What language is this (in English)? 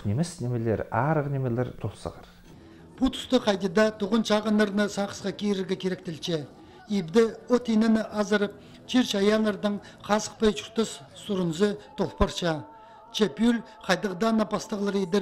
Khakas